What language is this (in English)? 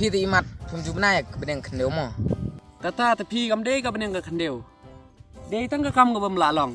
Khasi